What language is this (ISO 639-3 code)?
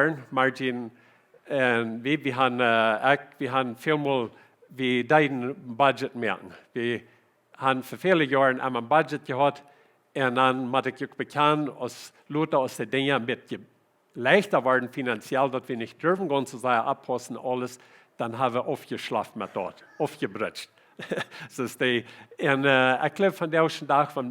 pdt